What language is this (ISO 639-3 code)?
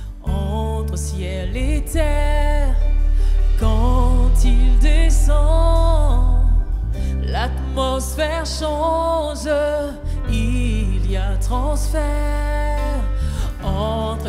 fra